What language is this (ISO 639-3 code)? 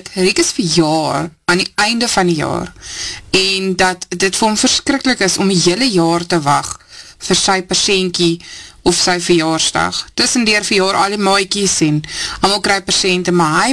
afr